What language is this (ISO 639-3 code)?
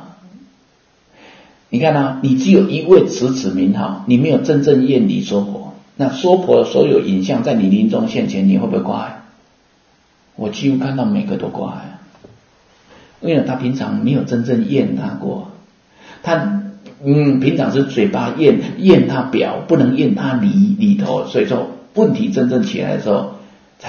zho